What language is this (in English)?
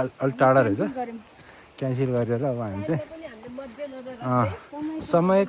Nepali